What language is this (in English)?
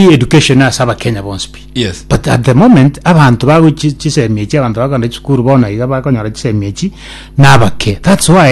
Gusii